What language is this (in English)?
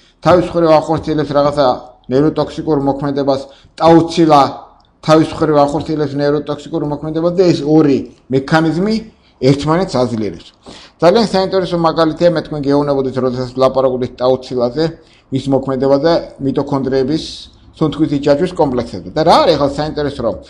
Georgian